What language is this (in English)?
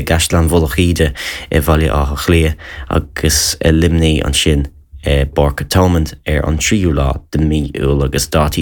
Irish